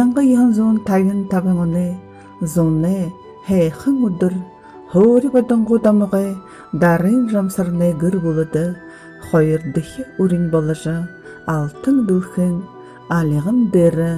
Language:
Buriat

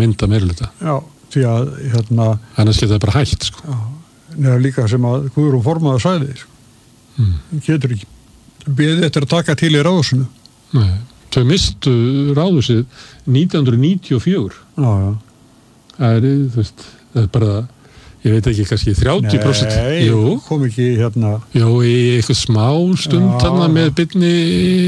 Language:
Icelandic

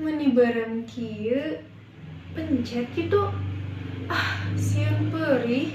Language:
Sundanese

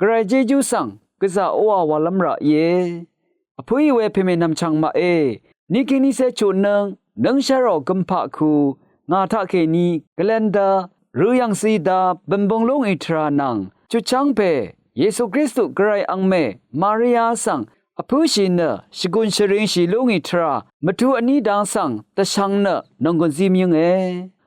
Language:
Rawang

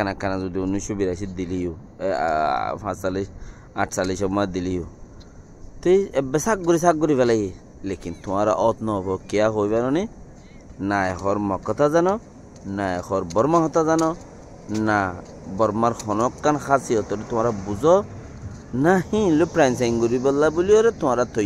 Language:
Rohingya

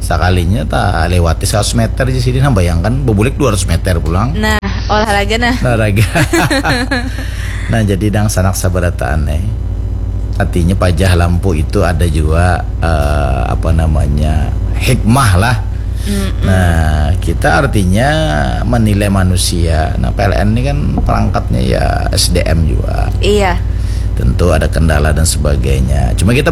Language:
Banjar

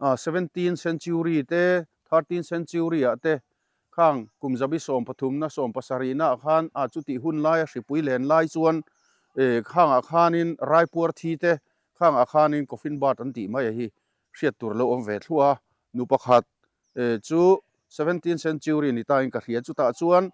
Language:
Mizo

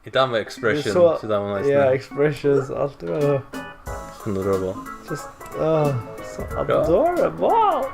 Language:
Faroese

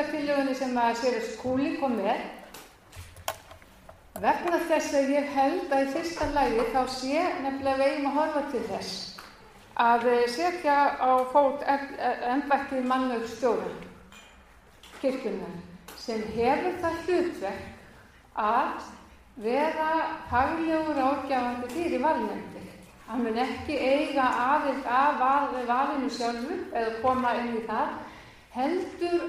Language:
Icelandic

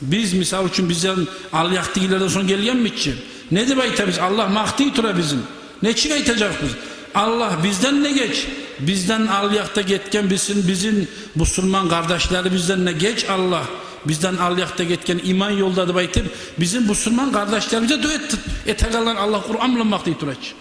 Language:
Kumyk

